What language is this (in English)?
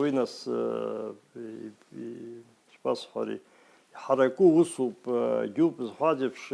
Abkhazian